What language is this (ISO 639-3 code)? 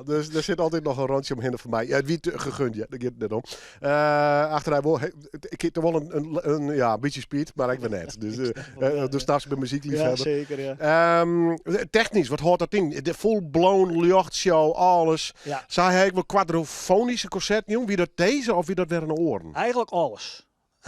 fry